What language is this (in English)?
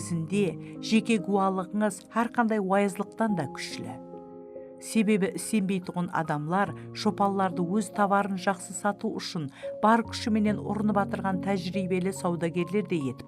Kara-Kalpak